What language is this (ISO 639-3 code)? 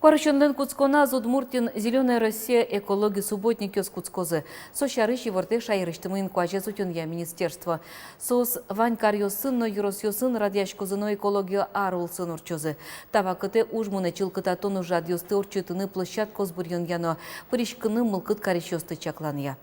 udm